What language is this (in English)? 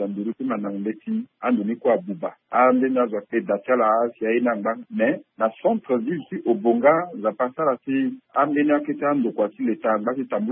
Sango